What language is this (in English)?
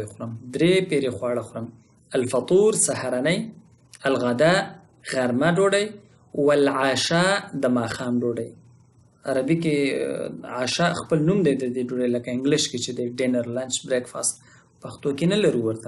Pashto